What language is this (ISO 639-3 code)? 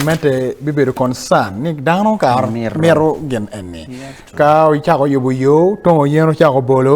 ach